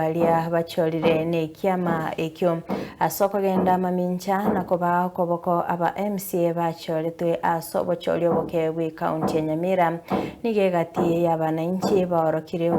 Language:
Gusii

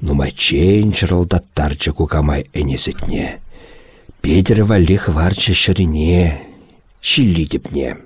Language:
Chuvash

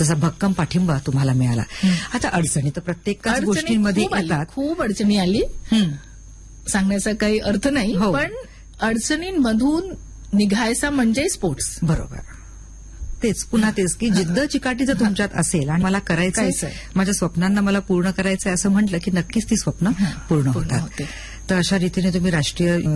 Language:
Marathi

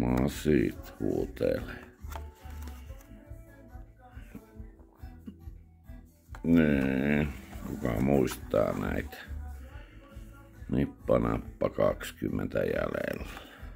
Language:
Finnish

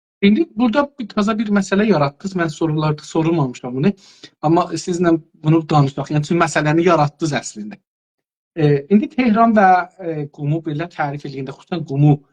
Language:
South Azerbaijani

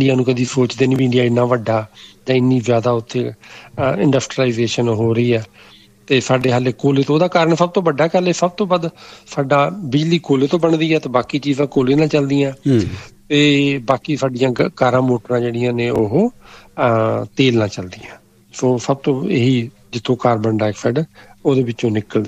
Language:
Punjabi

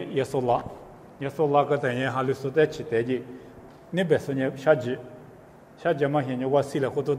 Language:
Lisu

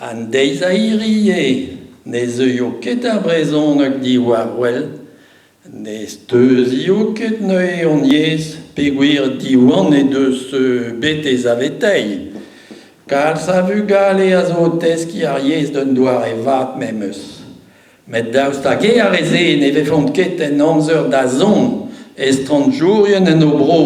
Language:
Breton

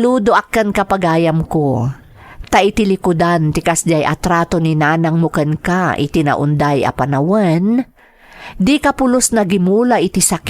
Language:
Iloko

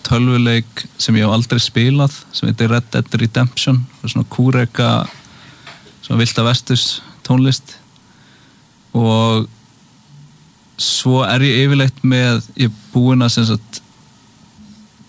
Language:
Icelandic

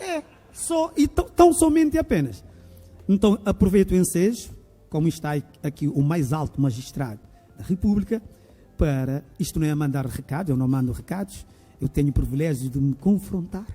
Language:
Kabuverdianu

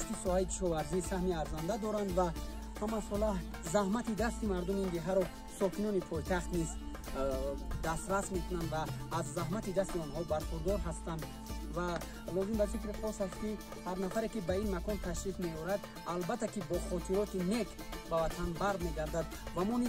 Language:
Tajik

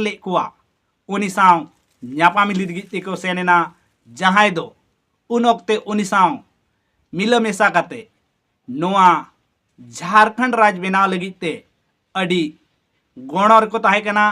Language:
Santali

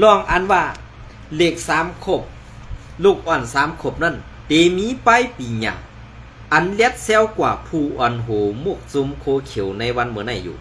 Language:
Shan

